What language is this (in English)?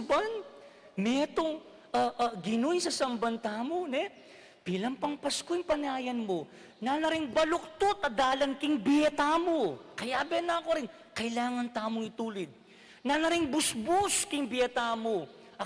Pampanga